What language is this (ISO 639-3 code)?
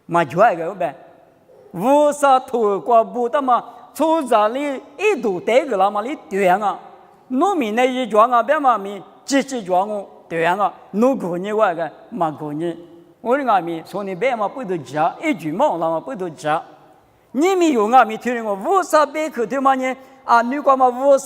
lis